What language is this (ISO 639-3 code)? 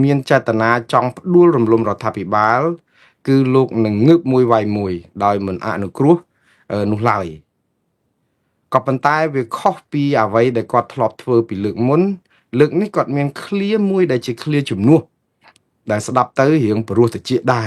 khm